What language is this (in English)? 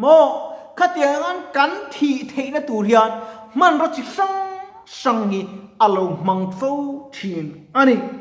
Mizo